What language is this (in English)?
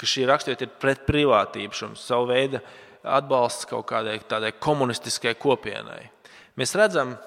Latvian